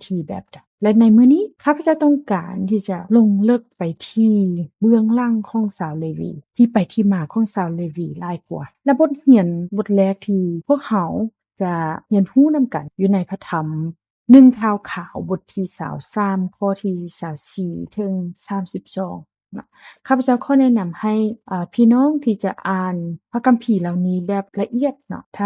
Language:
Lao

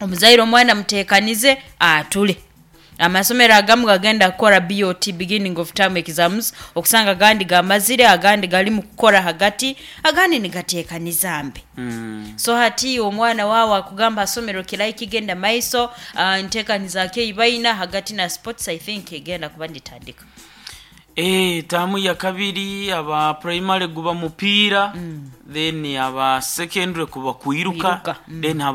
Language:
Nyankole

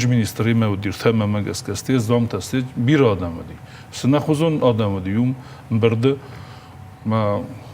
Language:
Ossetic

